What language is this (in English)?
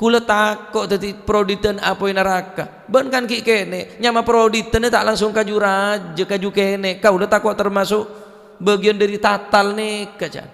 Madurese